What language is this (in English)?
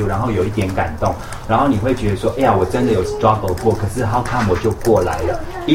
Chinese